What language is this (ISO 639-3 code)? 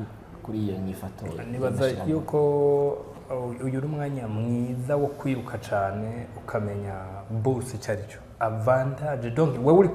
run